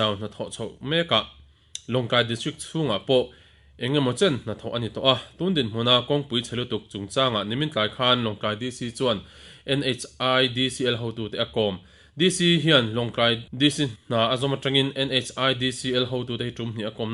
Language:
Mizo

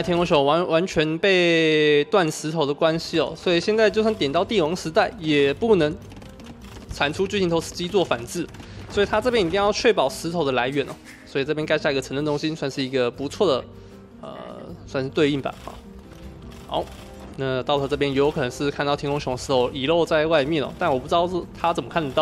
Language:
Chinese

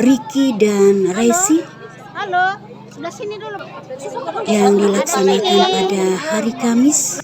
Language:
Toraja-Sa'dan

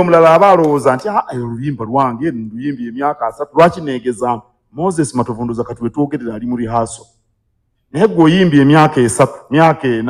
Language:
Ganda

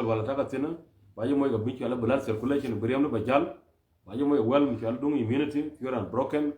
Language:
Nuer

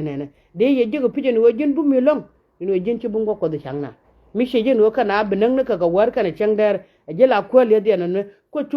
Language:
Nuer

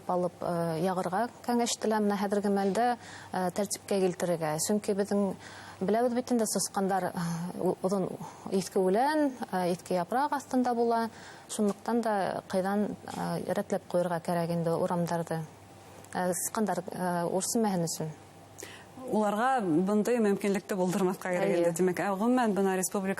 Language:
Bashkir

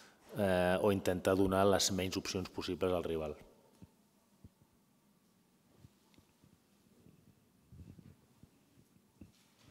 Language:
Catalan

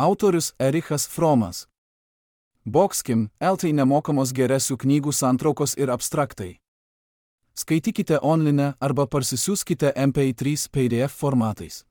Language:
Lithuanian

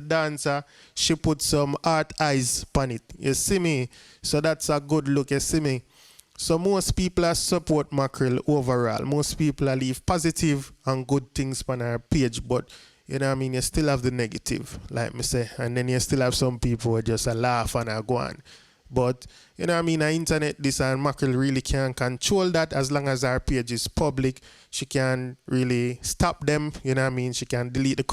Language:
Jamaican Creole English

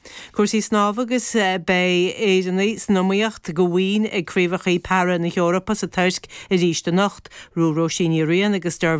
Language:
Irish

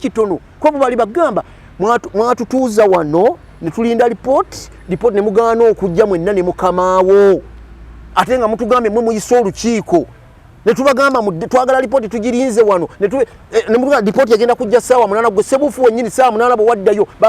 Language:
Ganda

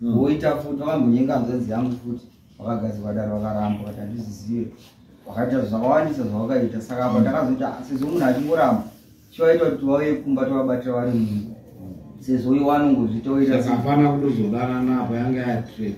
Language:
Shona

